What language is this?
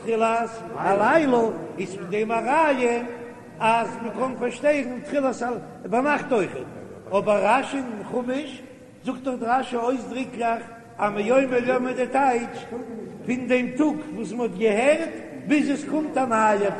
Yiddish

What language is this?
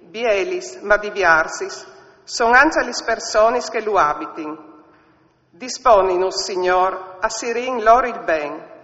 Friulian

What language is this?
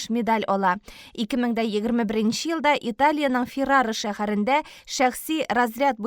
Tatar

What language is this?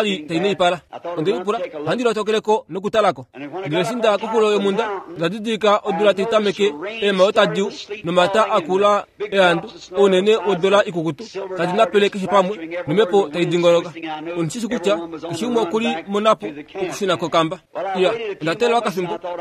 Kuanyama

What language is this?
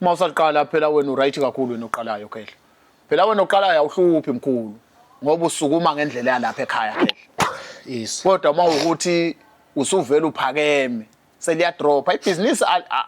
Zulu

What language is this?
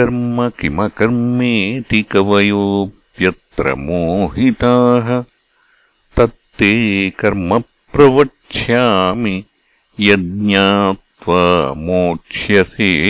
Sanskrit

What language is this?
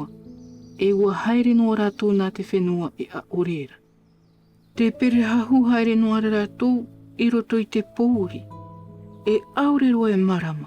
Tahitian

